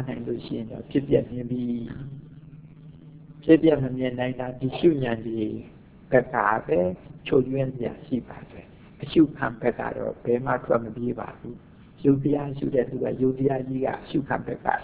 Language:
Burmese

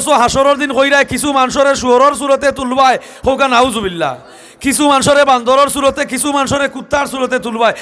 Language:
Sylheti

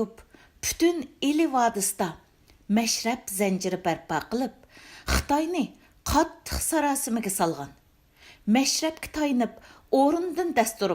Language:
Uyghur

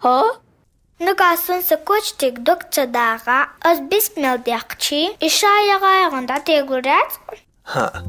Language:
Chechen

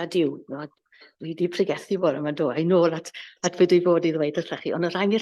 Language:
Welsh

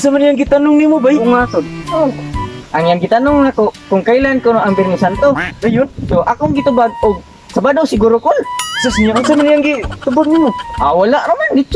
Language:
Cebuano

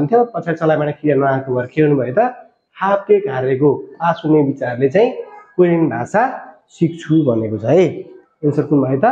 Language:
Nepali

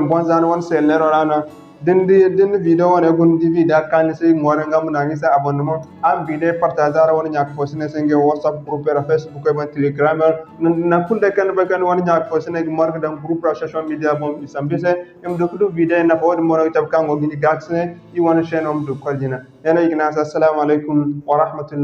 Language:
Zarma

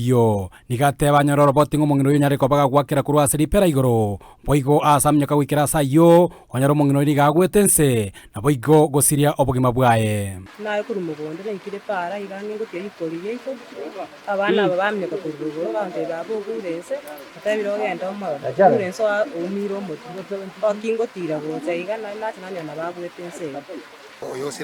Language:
Gusii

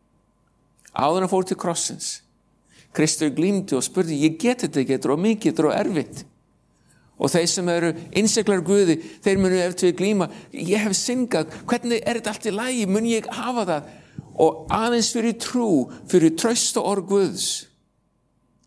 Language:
Icelandic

